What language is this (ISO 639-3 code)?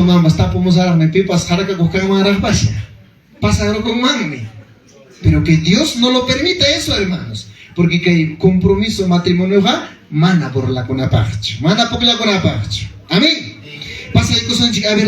quy